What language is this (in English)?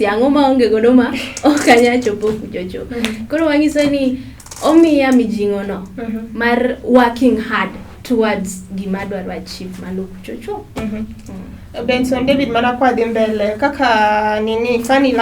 Luo (Kenya and Tanzania)